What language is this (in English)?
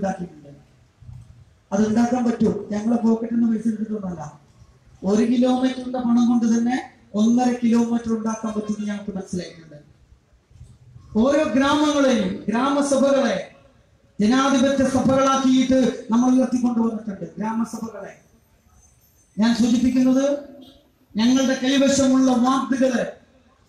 Malayalam